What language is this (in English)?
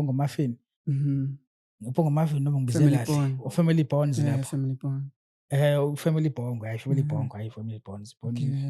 Zulu